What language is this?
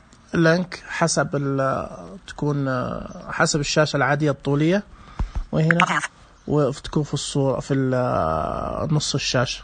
Najdi Arabic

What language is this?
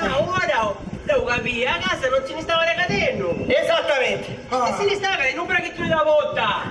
Sicilian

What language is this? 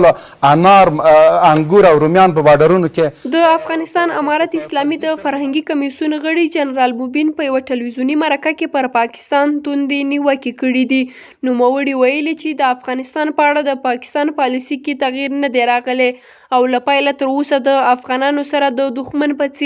Pashto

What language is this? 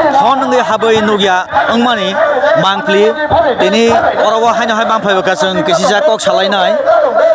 Kok Borok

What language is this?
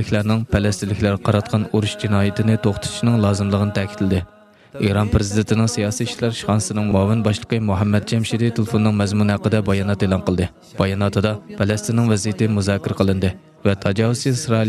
Uyghur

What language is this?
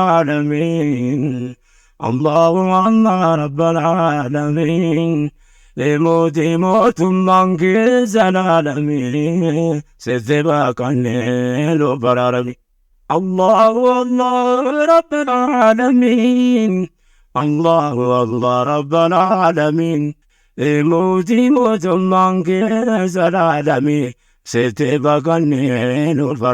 Oromo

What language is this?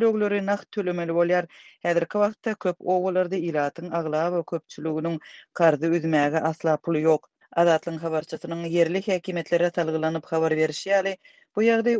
Turkmen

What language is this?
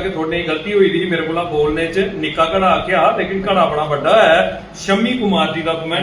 Dogri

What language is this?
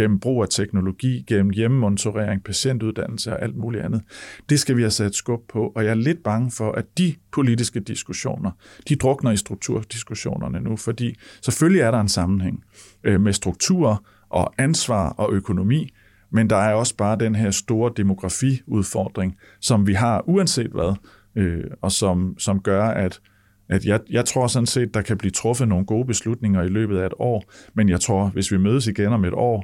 Danish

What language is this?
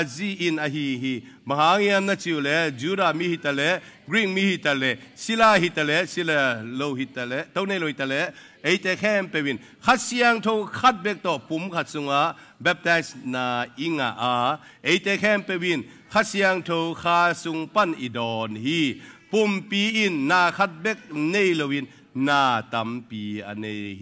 Tedim Chin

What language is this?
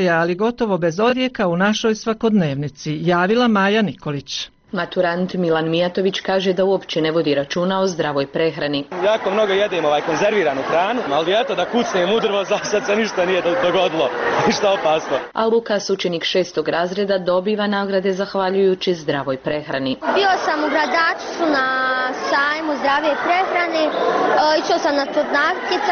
Bosnian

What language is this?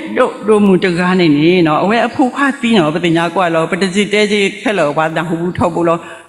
S'gaw Karen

